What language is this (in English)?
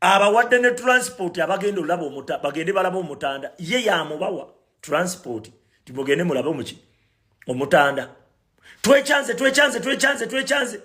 Ganda